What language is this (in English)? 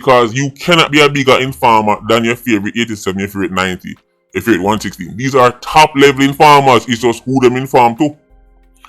Jamaican Creole English